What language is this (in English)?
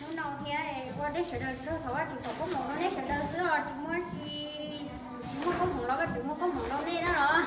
Hmong